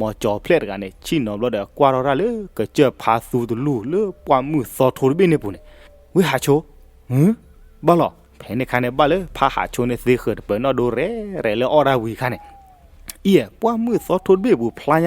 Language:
S'gaw Karen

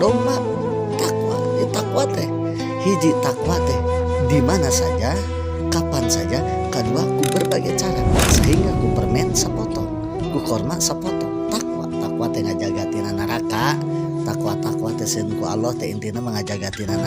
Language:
Sundanese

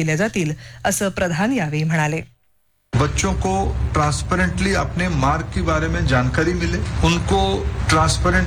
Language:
Marathi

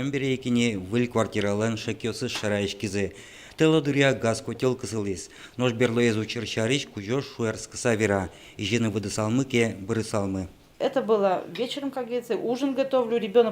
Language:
Udmurt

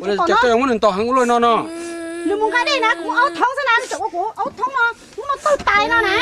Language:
Hmong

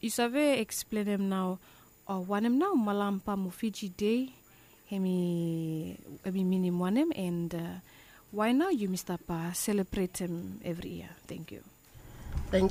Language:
Bislama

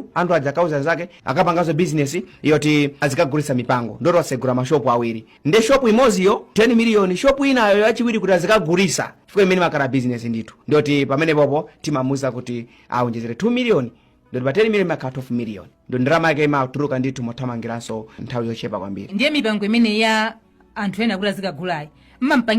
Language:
Nyanja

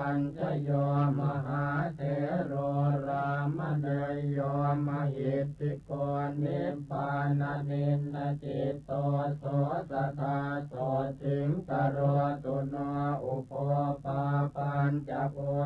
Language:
Pali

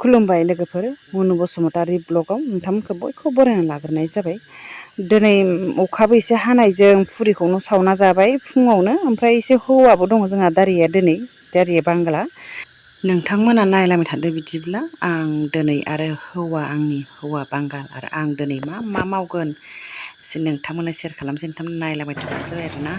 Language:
Bodo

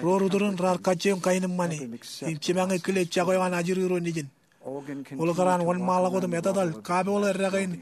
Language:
Marshallese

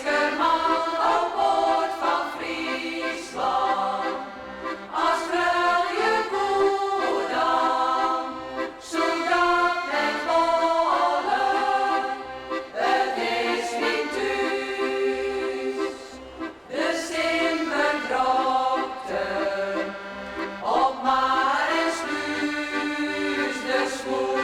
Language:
Western Frisian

